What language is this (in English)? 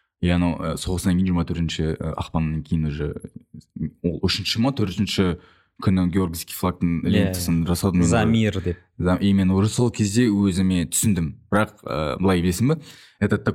Kazakh